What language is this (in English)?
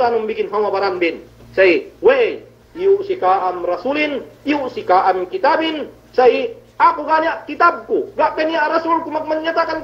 Yakan